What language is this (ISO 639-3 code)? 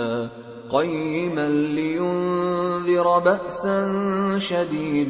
urd